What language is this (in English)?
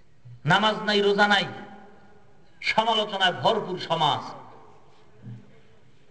Bangla